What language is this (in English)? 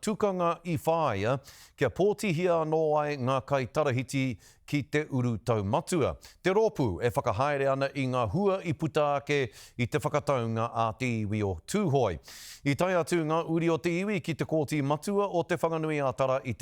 Māori